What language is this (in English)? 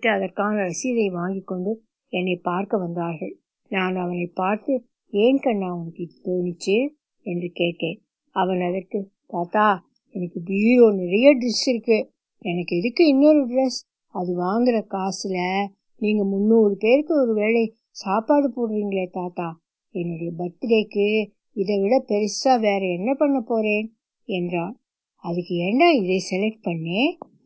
Tamil